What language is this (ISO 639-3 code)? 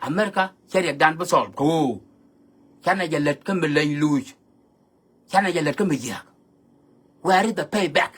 nus